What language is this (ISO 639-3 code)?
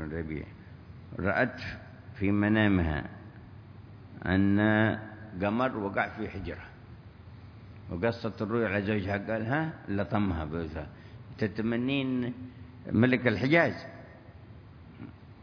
ara